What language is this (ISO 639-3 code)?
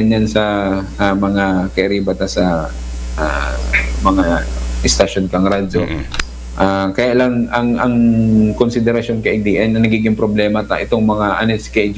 bik